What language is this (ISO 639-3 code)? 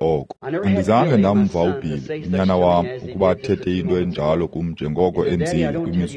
xho